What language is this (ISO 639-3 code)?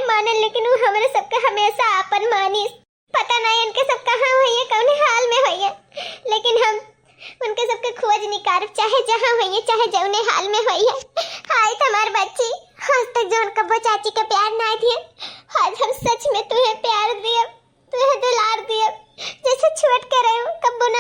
awa